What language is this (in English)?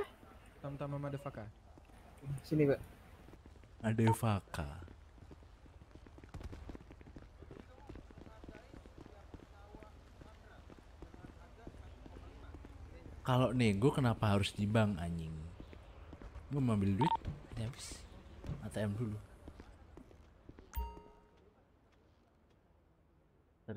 Indonesian